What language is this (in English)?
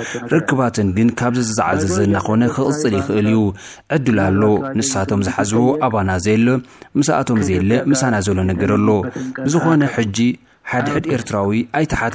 Tigrinya